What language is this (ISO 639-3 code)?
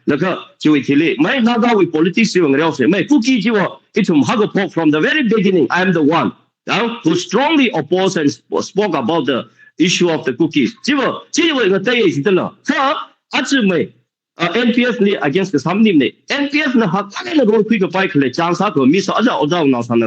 nmf